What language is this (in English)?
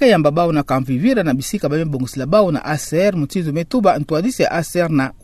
Kituba (Democratic Republic of Congo)